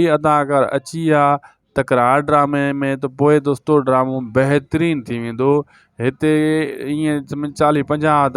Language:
Sindhi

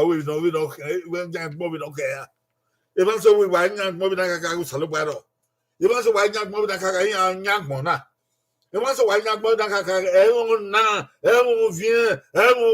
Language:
Bini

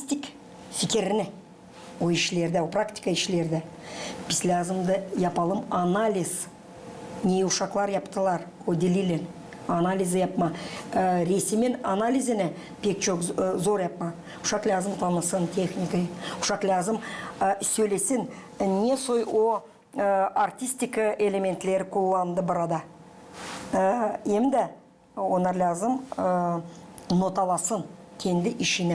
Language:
Gagauz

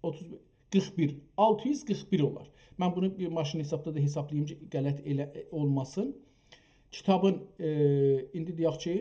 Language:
South Azerbaijani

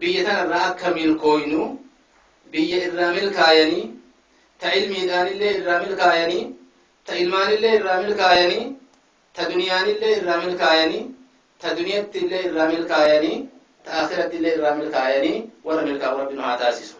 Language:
Oromo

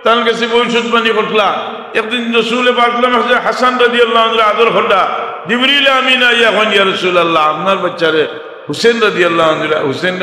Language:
Sylheti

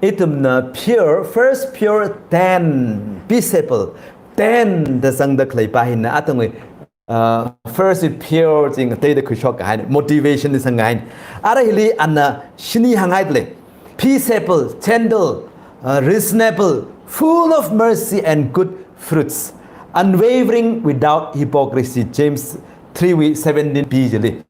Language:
Tangkhul Naga (India)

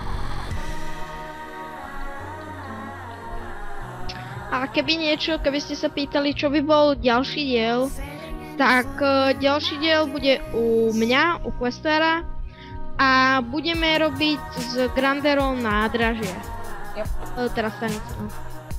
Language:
Slovak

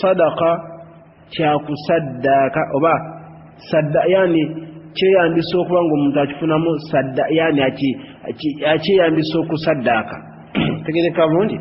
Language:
Ganda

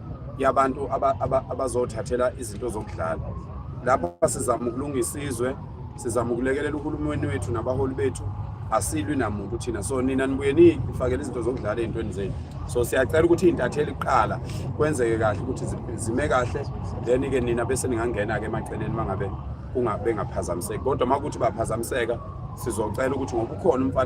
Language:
Zulu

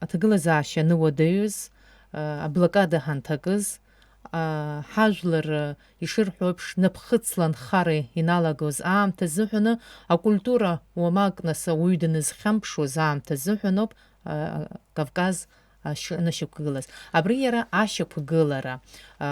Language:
Abkhazian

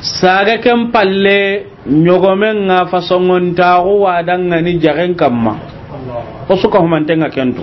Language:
Soninke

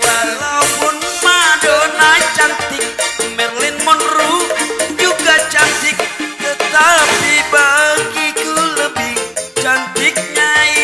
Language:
Betawi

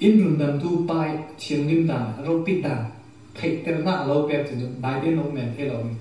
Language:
Falam Chin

